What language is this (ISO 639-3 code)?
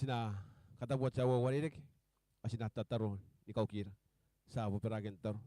gil